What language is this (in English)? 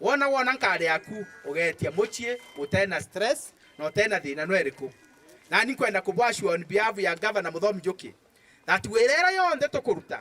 Meru